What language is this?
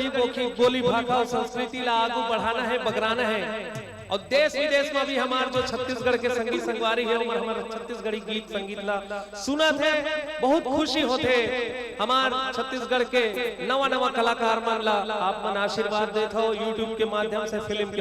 Chhattisgarhi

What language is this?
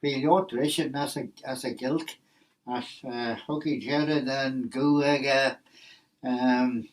Manx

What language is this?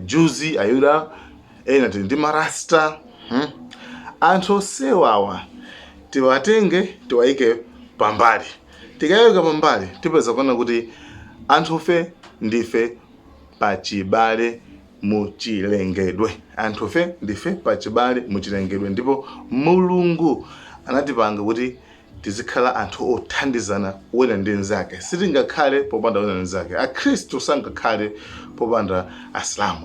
Nyanja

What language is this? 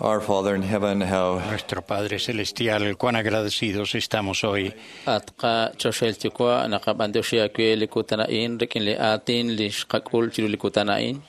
Kekchí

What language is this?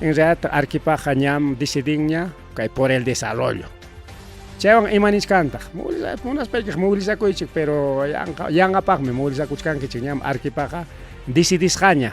Ayacucho Quechua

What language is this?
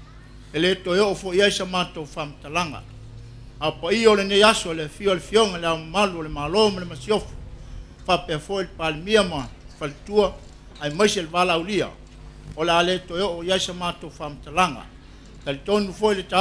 Samoan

